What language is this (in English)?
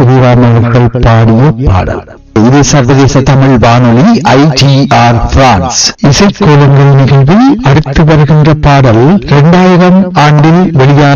Tamil